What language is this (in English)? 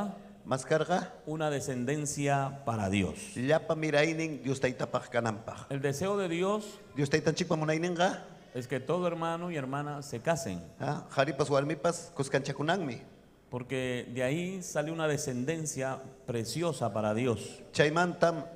Ayacucho Quechua